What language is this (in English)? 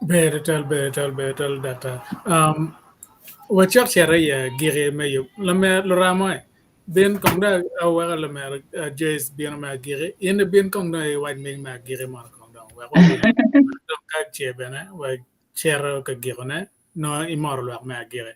Acoli